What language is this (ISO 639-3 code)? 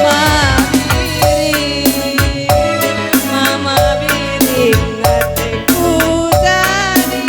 btx